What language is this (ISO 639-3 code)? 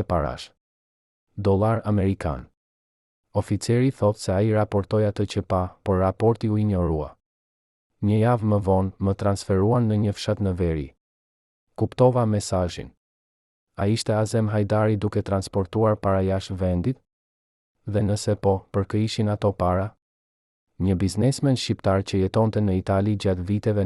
sqi